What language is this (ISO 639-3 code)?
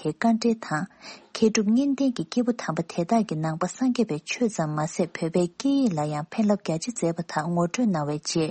bod